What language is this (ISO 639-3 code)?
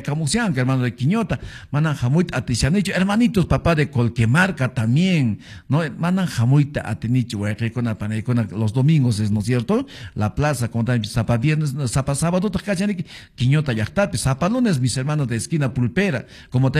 que